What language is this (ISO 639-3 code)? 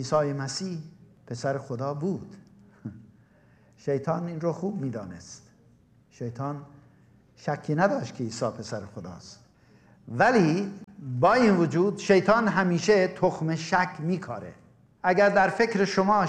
fas